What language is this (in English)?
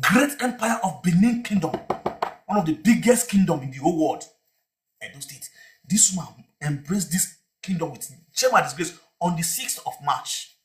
Nigerian Pidgin